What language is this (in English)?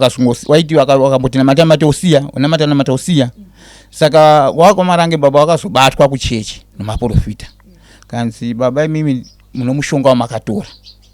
Shona